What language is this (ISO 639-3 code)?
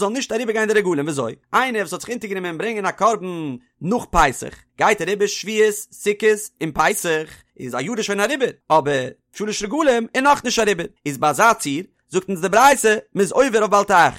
yid